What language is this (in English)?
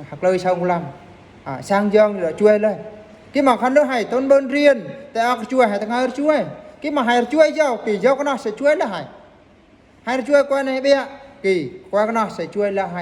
Eastern Bru